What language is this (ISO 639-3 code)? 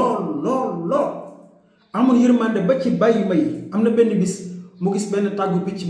wol